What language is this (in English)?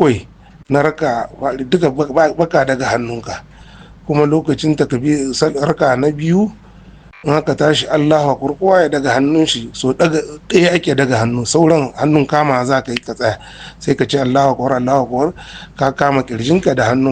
Hausa